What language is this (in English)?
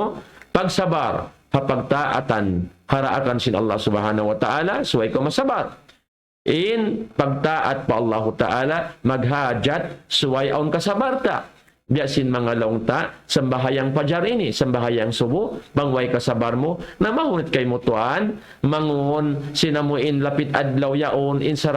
Tausug